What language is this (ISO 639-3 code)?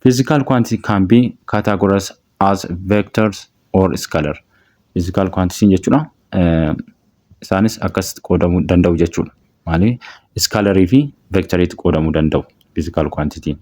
orm